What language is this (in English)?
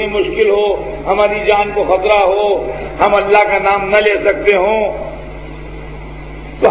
Urdu